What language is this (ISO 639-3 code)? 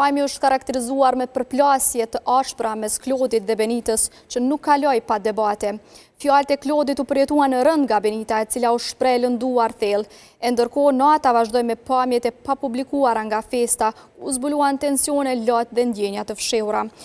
sqi